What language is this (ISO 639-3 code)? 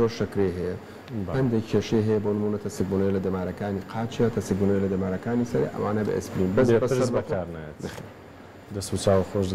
ckb